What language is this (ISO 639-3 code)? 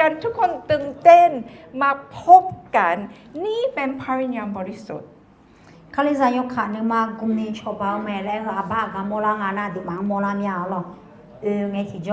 ahk